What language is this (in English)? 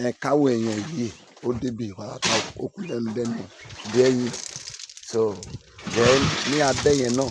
Yoruba